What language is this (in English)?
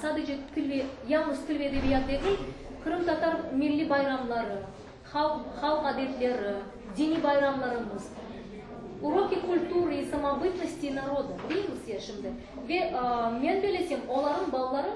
Crimean Tatar